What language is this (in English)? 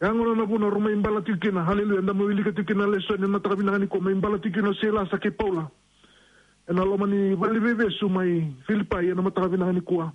Fijian